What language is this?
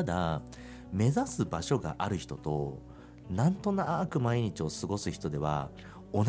Japanese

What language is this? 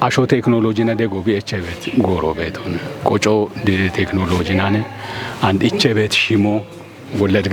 Kafa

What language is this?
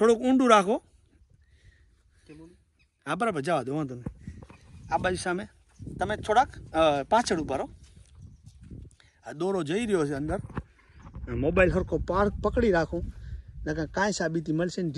Gujarati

